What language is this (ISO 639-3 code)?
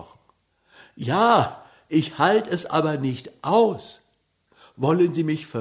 deu